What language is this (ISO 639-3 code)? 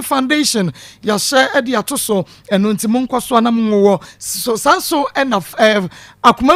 aka